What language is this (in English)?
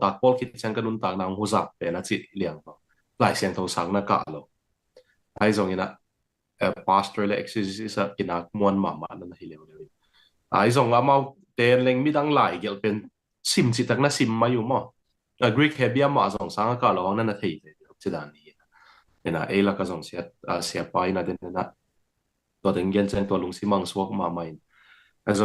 Tedim Chin